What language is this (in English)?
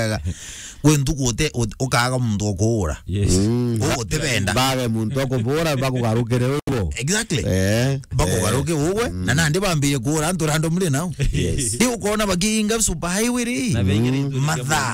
Meru